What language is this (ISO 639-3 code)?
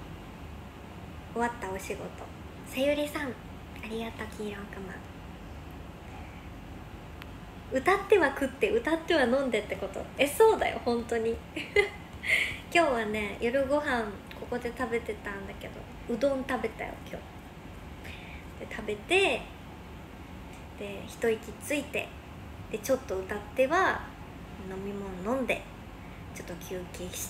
jpn